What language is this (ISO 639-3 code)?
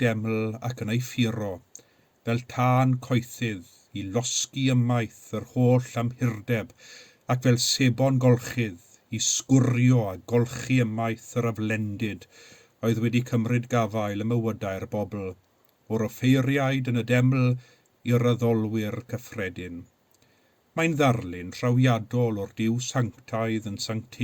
cym